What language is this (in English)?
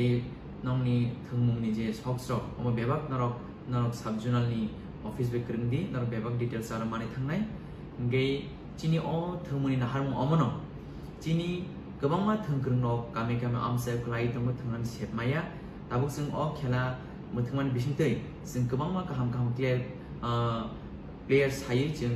Kok Borok